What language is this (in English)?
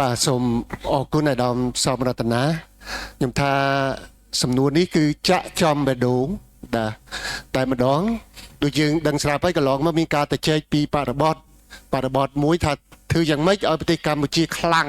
Khmer